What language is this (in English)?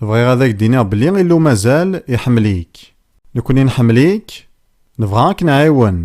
Kabyle